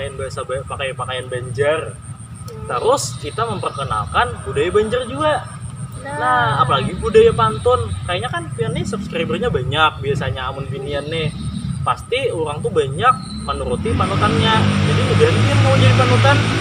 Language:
Banjar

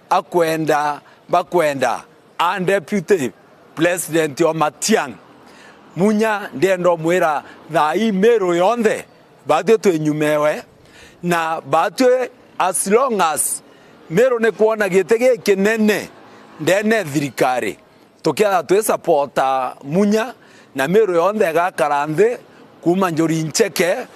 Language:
Meru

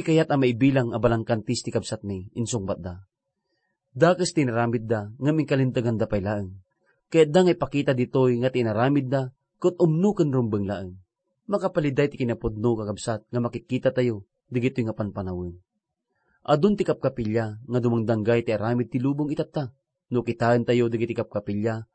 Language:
Iloko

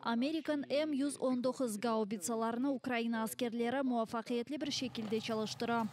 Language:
Crimean Tatar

